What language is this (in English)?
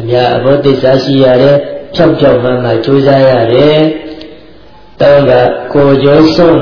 Burmese